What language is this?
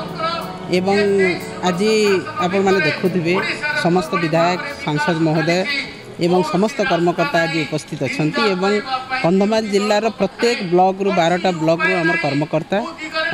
Odia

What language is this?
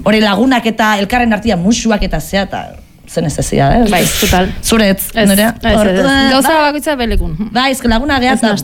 Basque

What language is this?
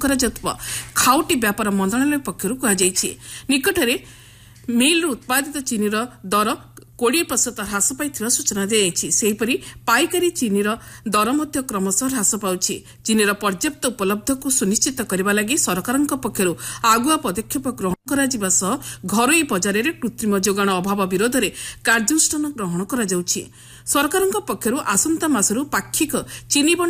Odia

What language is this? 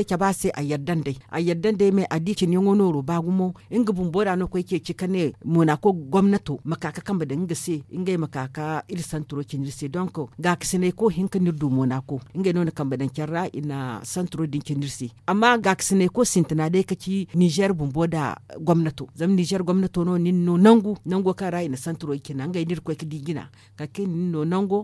Zarma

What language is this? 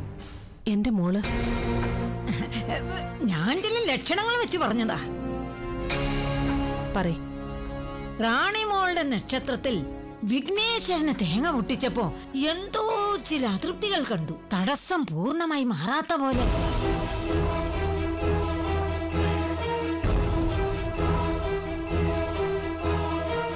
Malayalam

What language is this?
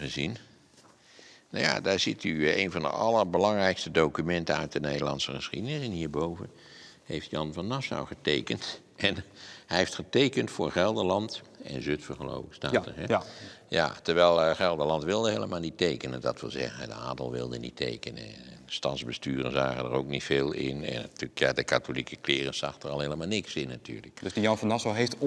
Dutch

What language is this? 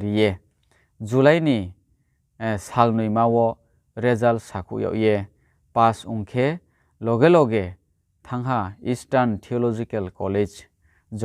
Riang (India)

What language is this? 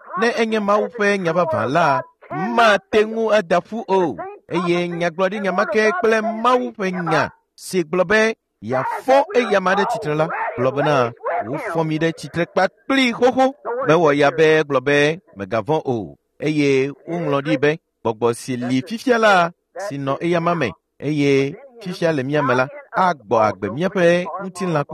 Ewe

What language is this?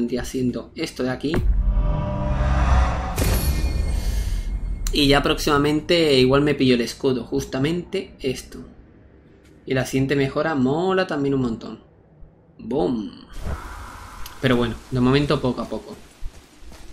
Spanish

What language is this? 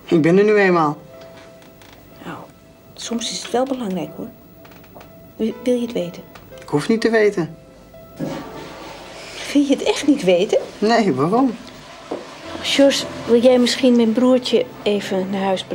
Dutch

